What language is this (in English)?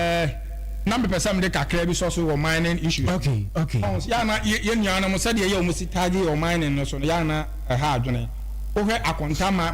Akan